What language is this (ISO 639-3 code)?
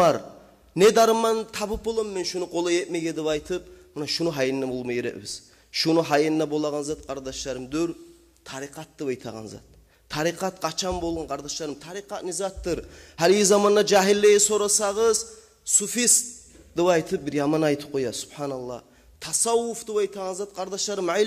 kum